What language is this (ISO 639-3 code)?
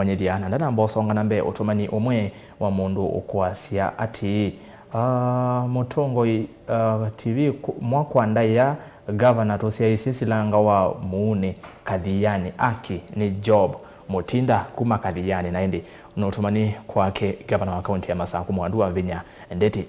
kam